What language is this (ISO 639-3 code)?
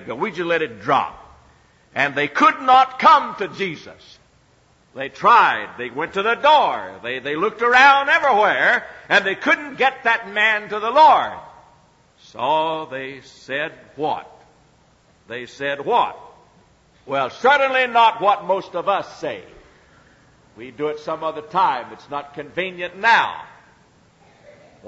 eng